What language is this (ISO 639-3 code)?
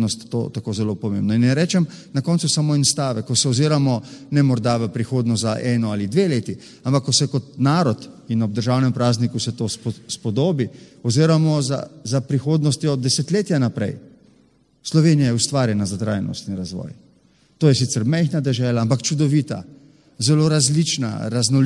slv